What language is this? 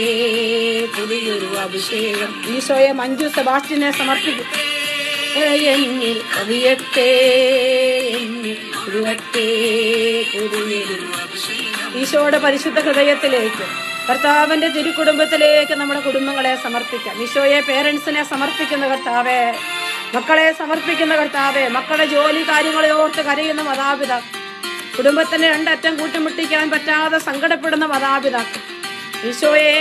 Malayalam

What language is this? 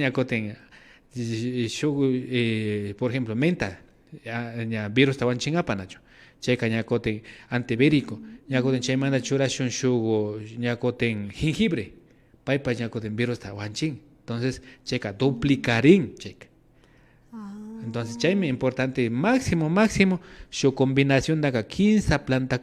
Imbabura Highland Quichua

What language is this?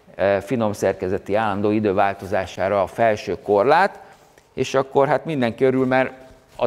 Hungarian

